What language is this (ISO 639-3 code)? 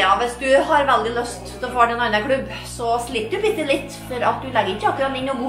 nor